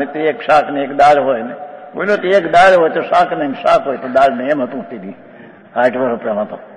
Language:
Gujarati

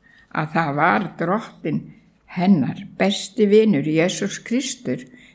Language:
Icelandic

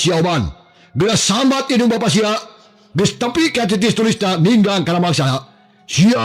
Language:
Sundanese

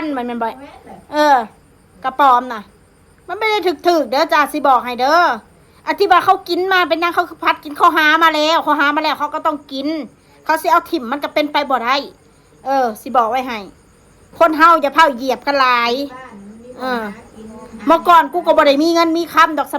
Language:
Northeastern Thai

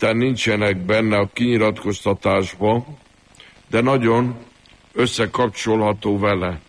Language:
Hungarian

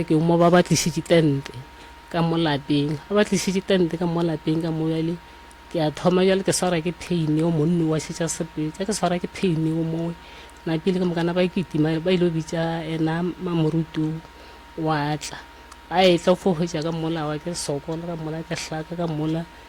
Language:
Northern Sotho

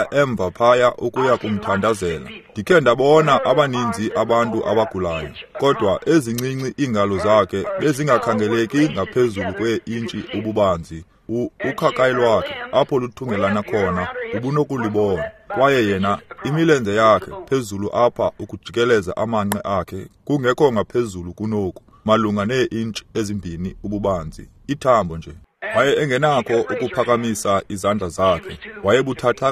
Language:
Xhosa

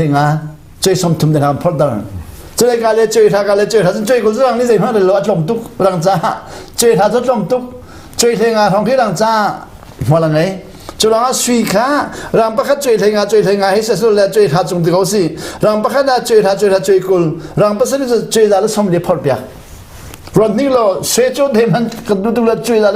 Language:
Hakha Chin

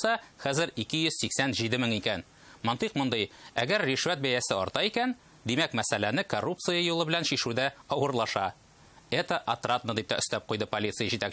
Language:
Tatar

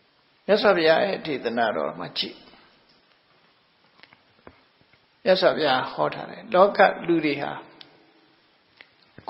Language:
Burmese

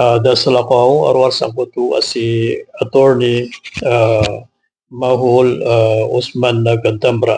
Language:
Maranao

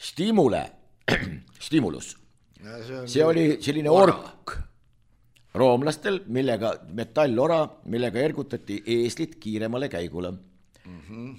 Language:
Estonian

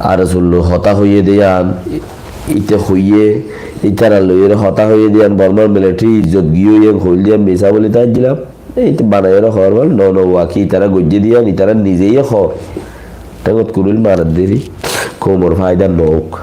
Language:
Rohingya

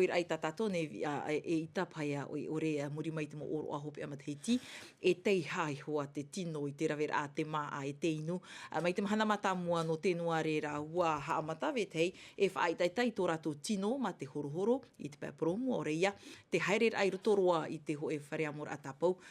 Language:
Tahitian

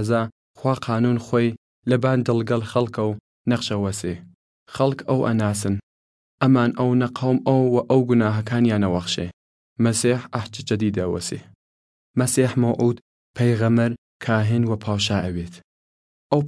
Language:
Southern Kurdish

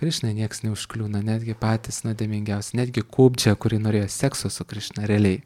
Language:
Lithuanian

